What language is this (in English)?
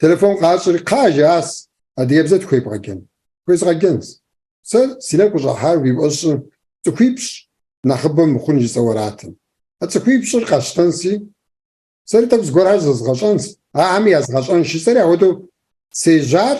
Kabardian